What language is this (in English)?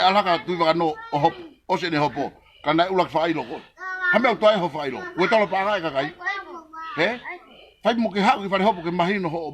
Tongan